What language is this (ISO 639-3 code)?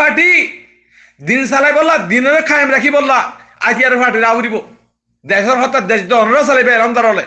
rhg